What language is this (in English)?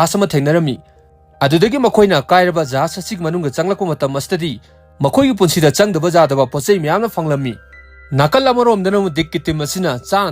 Manipuri